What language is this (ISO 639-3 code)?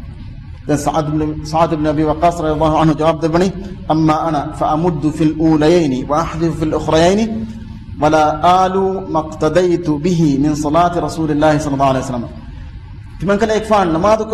div